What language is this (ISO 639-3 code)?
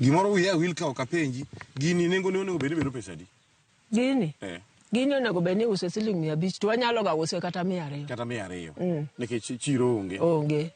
luo